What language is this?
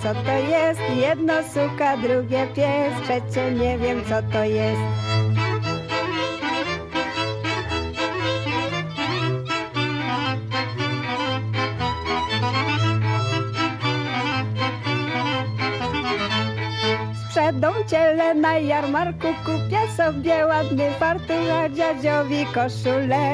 Polish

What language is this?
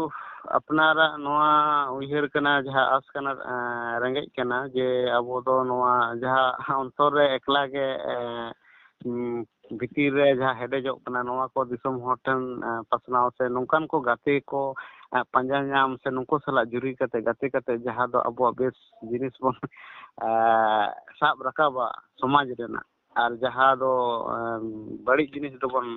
Santali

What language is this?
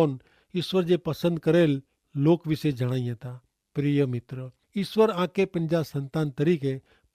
Kachhi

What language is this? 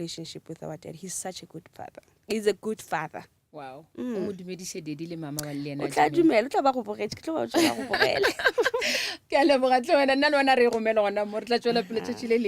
Northern Sotho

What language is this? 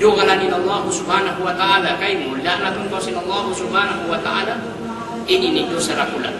Yakan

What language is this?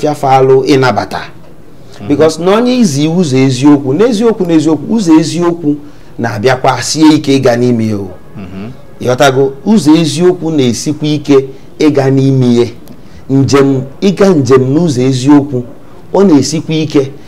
Igbo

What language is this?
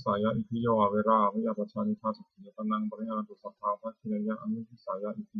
Pali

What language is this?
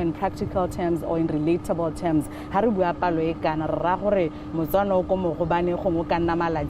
Tswana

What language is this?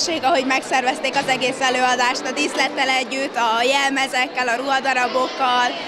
Hungarian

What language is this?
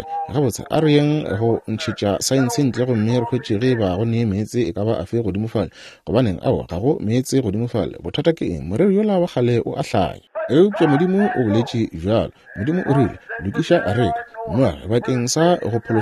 Northern Sotho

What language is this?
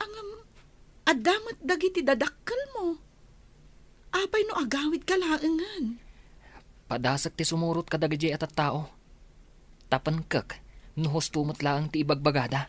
Iloko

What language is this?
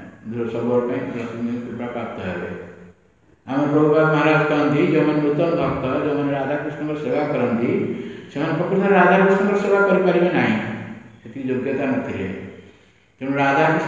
Odia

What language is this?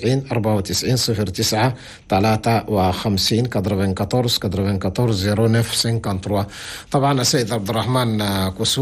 Chadian Arabic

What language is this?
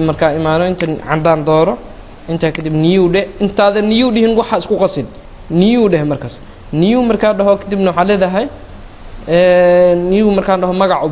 Somali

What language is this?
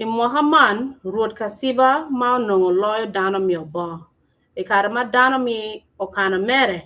Acoli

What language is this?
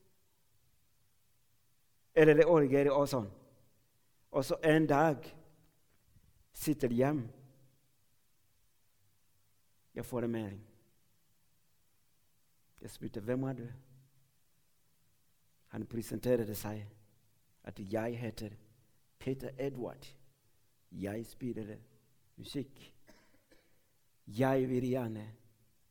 Norwegian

